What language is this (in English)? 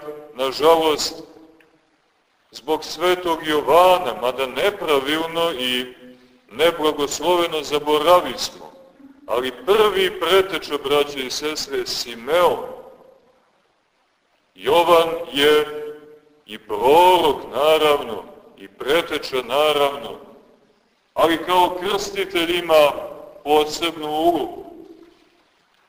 Serbian